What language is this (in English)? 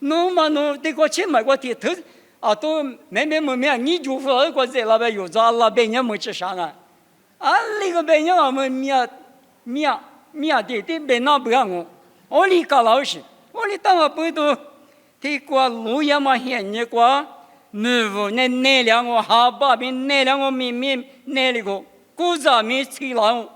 Lisu